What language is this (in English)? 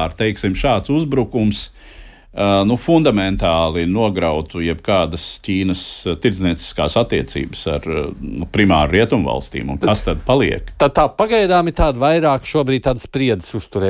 Latvian